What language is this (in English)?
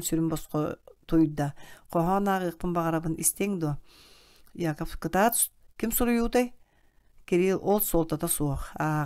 Yakut